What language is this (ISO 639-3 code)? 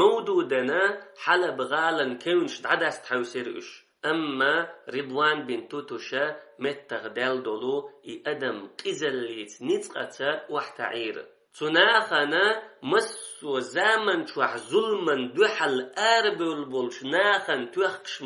che